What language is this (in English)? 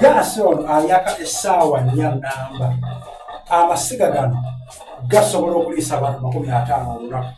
Soga